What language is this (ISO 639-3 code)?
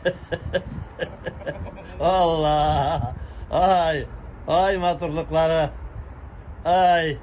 tat